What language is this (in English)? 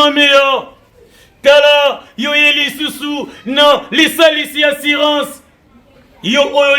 Lingala